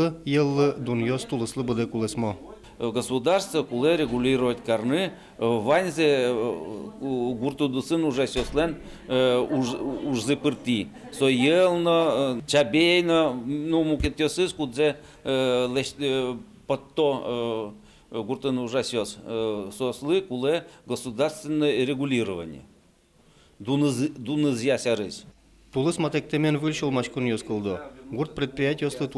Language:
Udmurt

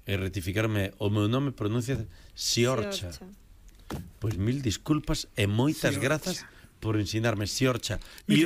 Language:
Galician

